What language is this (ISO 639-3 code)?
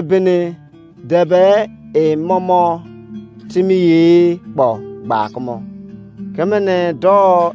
ijc